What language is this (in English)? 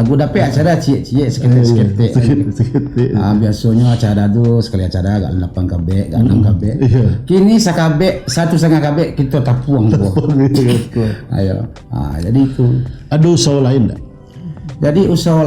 Minangkabau